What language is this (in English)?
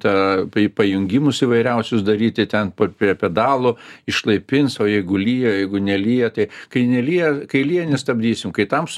Lithuanian